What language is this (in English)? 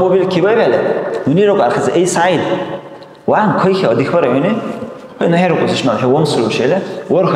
Dargwa